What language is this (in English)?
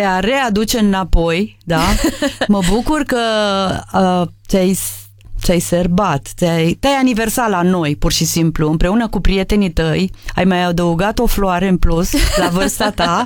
Romanian